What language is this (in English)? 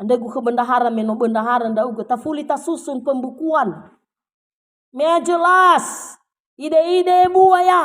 Nias